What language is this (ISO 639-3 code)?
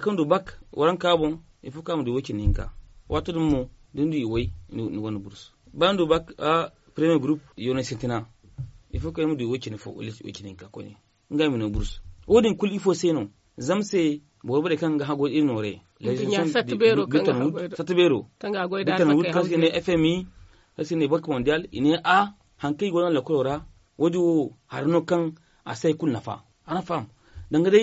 dje